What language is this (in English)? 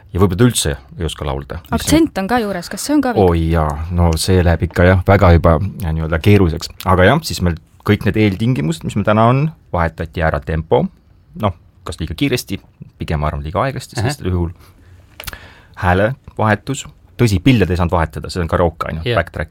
Estonian